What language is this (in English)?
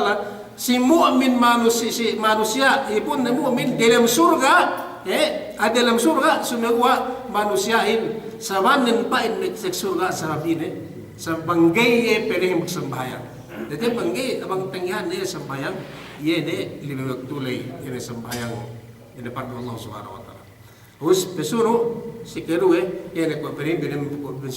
Yakan